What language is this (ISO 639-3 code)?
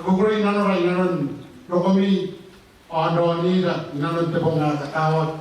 gil